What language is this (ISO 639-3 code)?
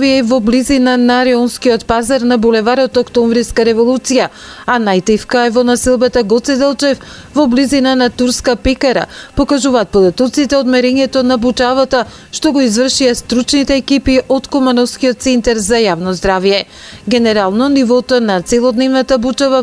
mkd